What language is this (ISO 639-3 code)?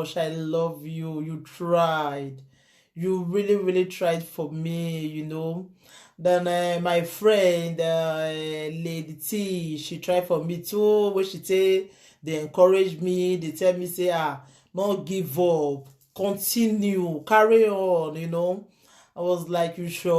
pcm